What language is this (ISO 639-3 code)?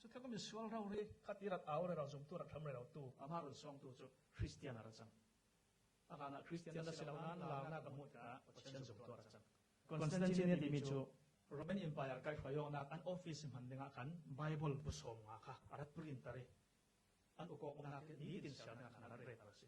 cfm